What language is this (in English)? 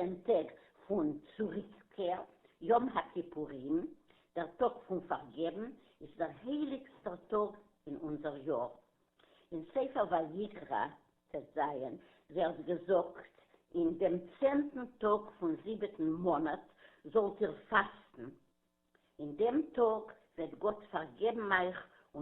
Yiddish